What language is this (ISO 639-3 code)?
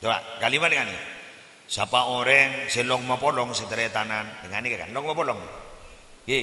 mad